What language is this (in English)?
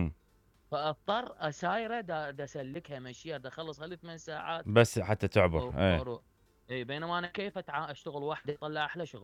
Mesopotamian Arabic